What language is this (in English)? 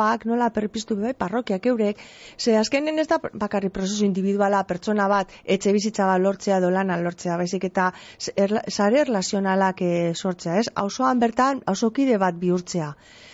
Basque